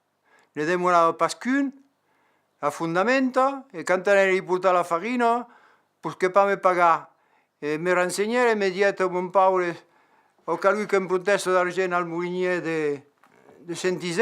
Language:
Occitan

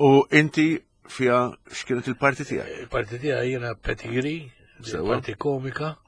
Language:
Maltese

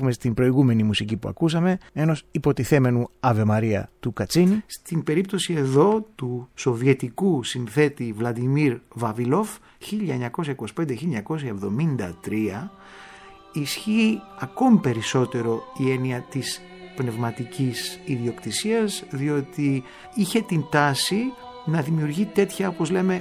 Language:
Greek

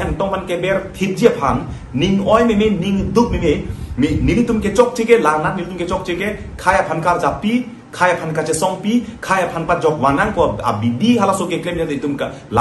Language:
Karbi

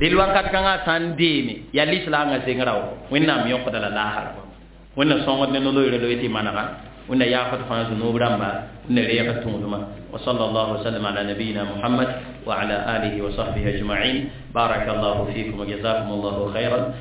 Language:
Mossi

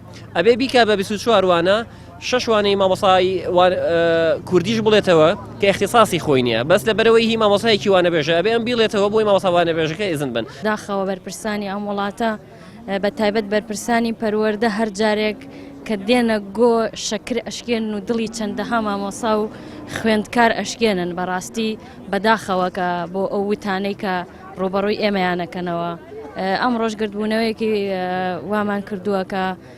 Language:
Central Kurdish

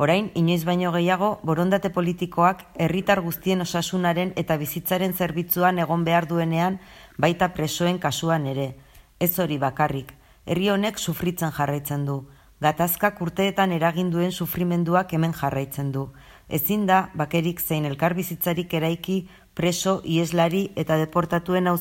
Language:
Basque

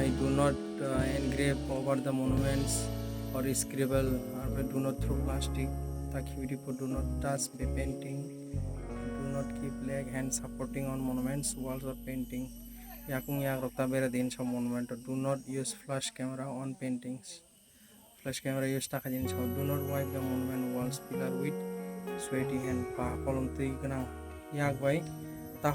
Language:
Kok Borok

